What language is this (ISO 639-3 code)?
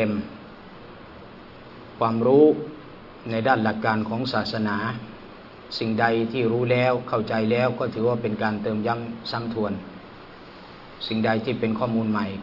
tha